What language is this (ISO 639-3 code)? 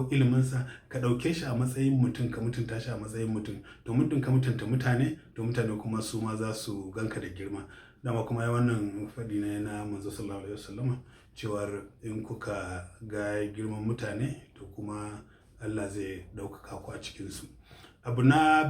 hau